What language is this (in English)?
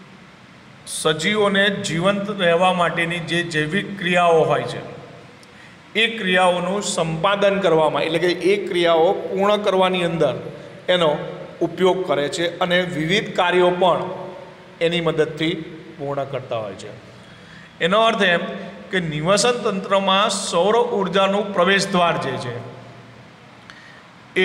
Gujarati